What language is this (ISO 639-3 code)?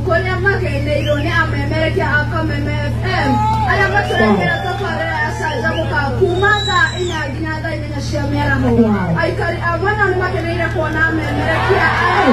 kik